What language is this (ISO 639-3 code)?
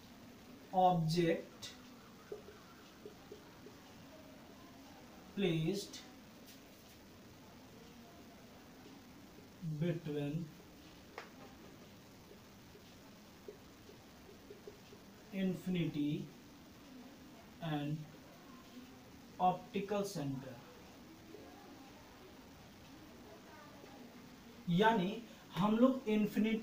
hin